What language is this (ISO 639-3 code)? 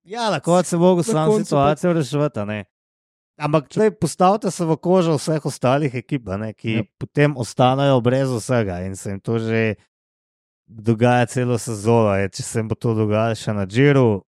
slv